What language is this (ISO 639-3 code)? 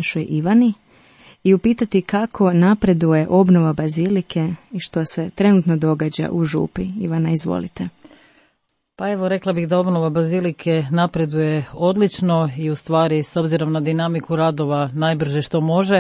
hrv